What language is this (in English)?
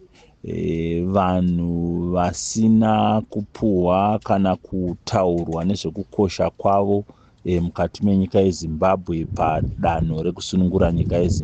Shona